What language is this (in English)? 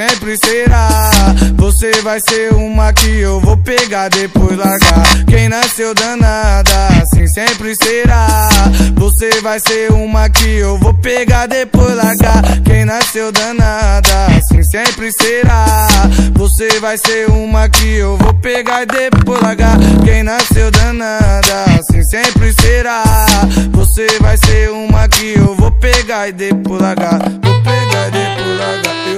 Portuguese